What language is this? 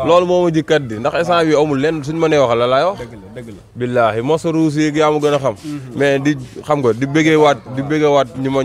Wolof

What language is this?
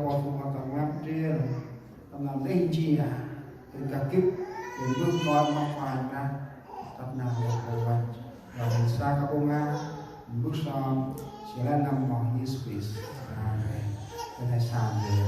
Central Mnong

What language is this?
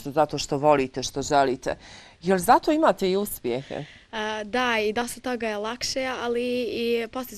Bosnian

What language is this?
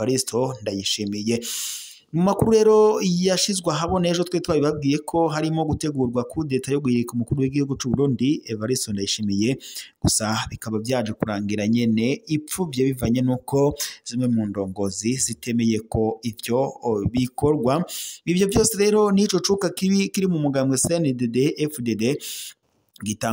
Rundi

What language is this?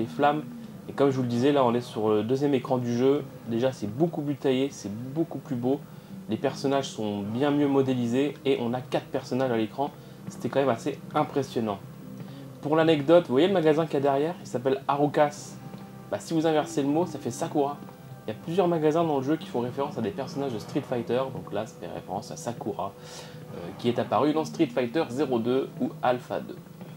French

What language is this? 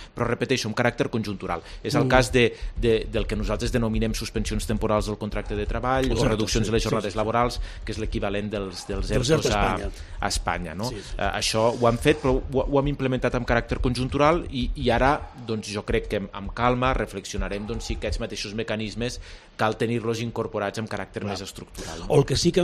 Catalan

